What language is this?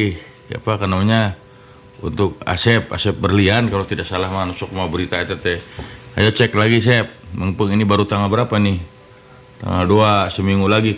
Sundanese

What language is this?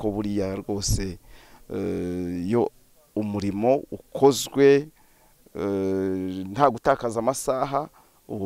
Kinyarwanda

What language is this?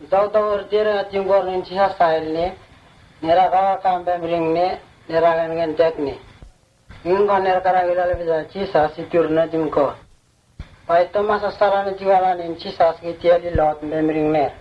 Vurës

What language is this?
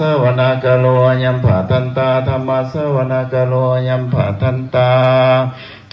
Pali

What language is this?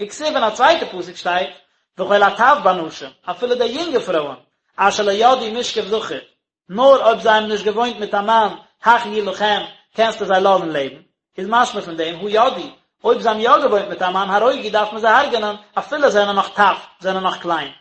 Yiddish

